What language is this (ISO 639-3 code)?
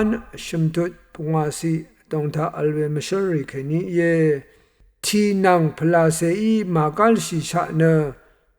raw